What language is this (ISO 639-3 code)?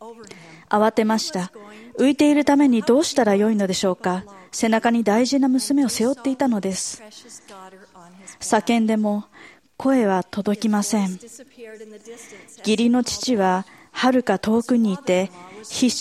jpn